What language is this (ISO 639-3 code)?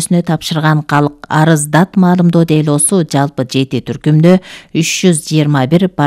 kir